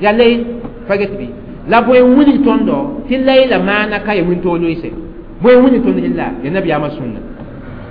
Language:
Mossi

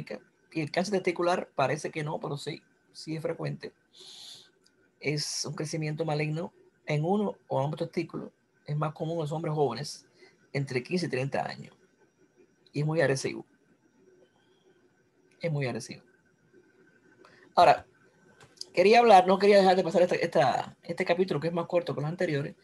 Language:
Spanish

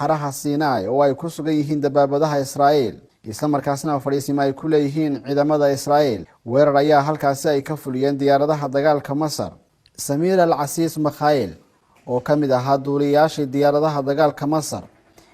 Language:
Somali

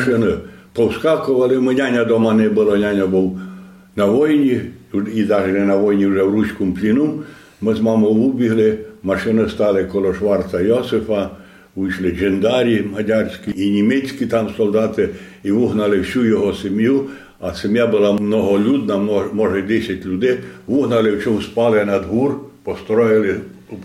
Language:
Rusyn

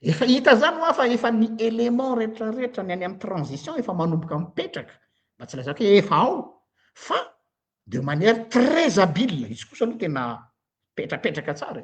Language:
Malagasy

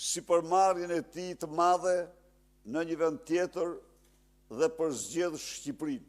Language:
Albanian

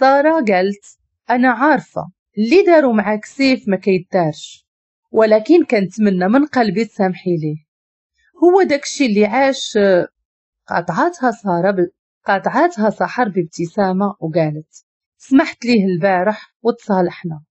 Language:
Moroccan Arabic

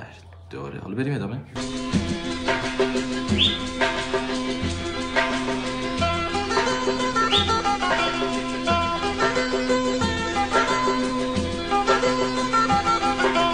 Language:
Persian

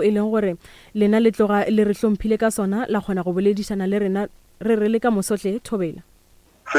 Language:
Northern Sotho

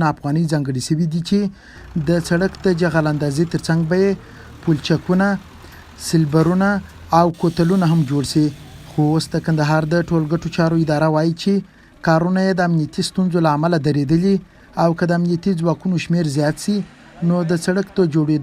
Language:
Pashto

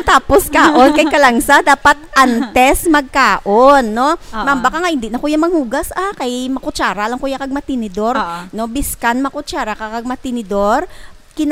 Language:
Hiligaynon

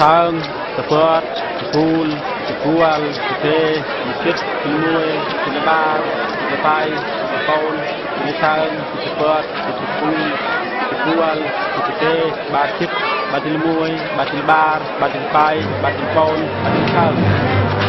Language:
Eastern Bru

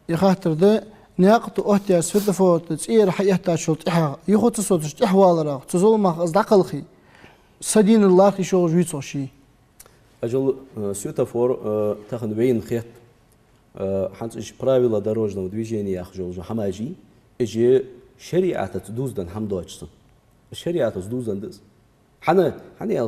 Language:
Ingush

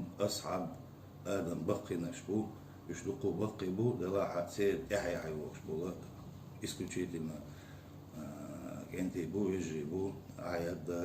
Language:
Chechen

